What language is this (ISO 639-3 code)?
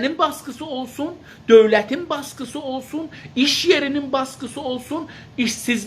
azb